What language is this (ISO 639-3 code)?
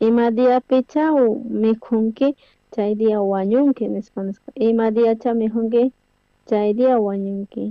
quh